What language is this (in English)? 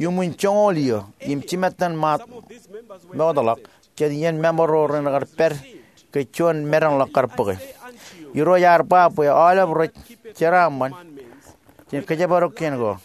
Marshallese